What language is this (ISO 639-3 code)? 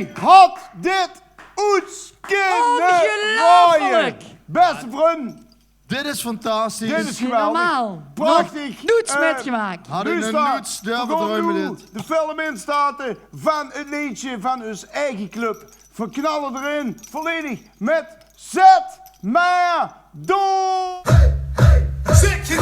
lim